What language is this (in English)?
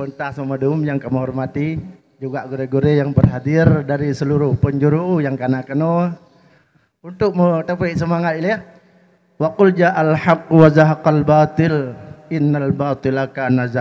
Achinese